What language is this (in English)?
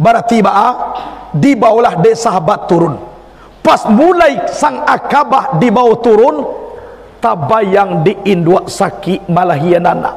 Minangkabau